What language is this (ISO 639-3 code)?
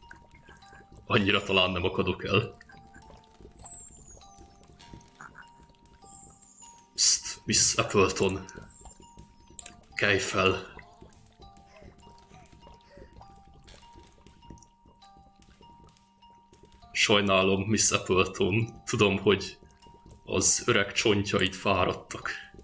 hun